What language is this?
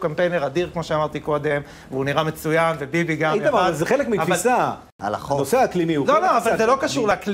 Hebrew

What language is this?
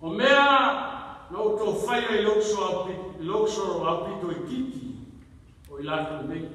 Samoan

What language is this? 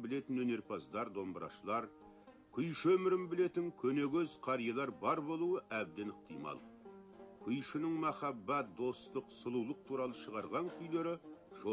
Kazakh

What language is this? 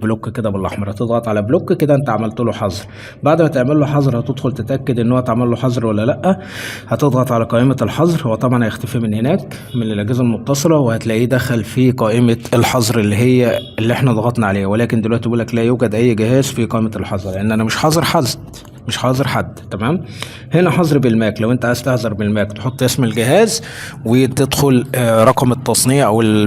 Egyptian Arabic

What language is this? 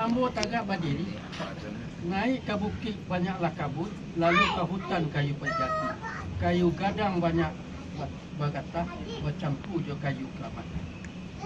Minangkabau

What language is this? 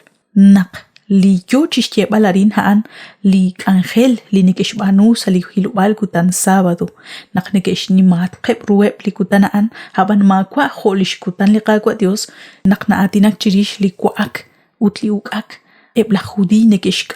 Kekchí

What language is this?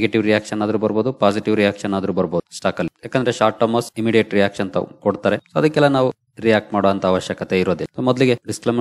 Kannada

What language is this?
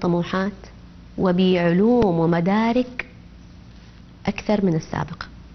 Arabic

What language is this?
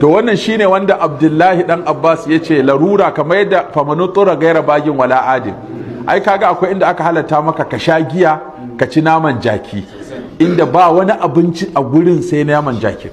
Hausa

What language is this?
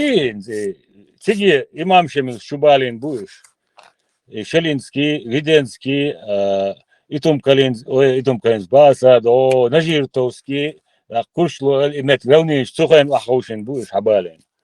Chechen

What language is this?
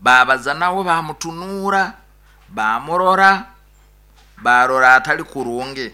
Nyoro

